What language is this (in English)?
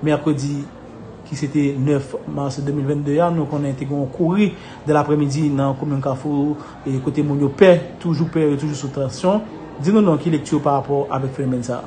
Haitian Creole